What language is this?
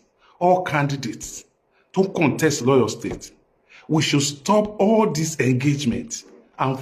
Yoruba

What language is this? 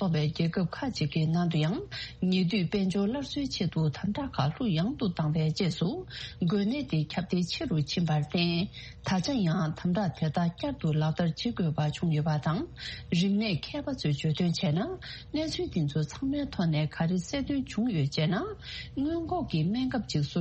Tibetan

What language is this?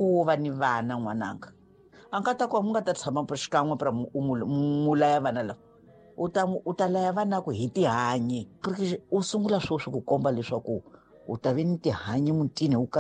Tsonga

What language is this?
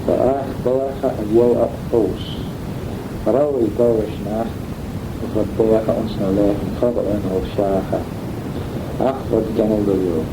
Manx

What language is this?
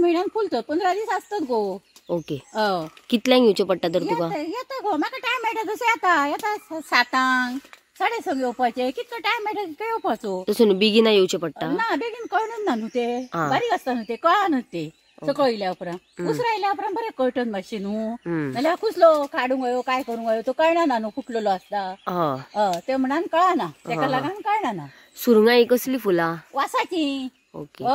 Konkani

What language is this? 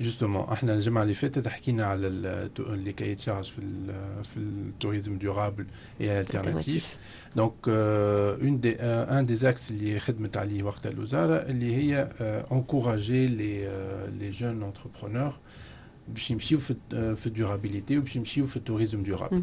Tunisian Arabic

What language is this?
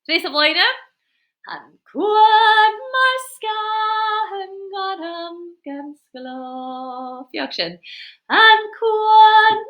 Scottish Gaelic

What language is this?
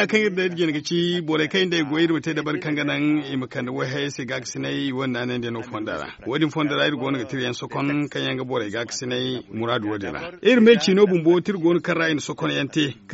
Zarma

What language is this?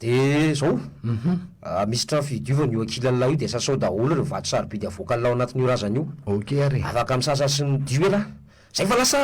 Malagasy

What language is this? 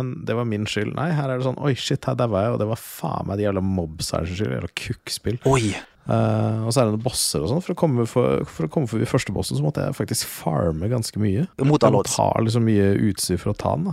Norwegian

